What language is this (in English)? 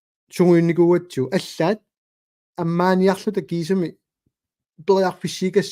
Kalaallisut